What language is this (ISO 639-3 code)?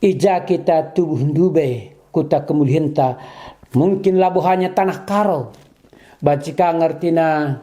btx